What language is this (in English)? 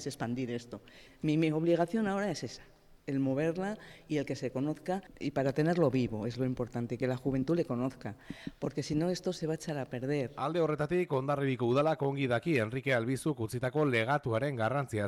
Basque